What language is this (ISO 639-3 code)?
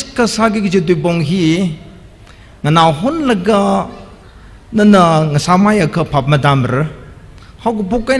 nmf